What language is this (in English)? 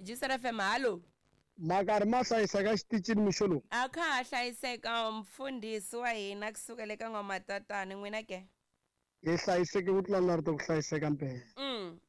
Tsonga